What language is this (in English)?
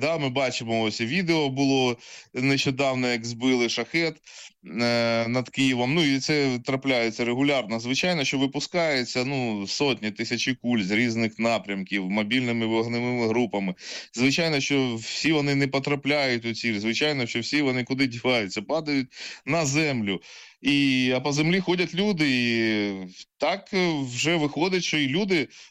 Ukrainian